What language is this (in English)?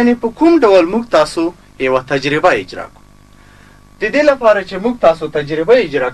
Pashto